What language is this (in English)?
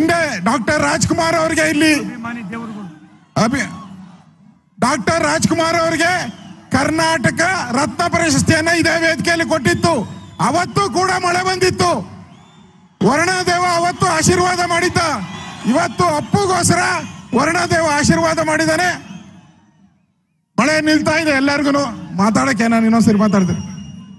Kannada